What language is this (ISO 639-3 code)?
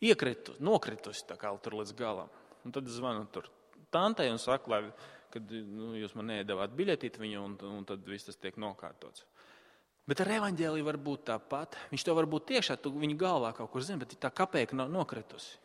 lav